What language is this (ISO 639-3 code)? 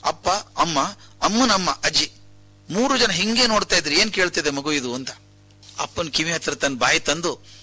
kan